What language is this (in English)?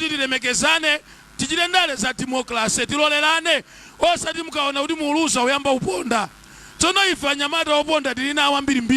Nyanja